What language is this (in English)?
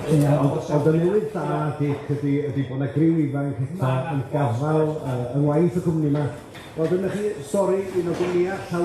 Welsh